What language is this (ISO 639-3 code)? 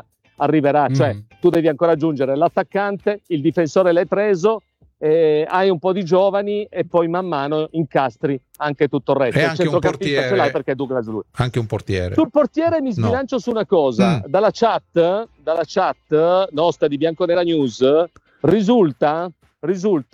ita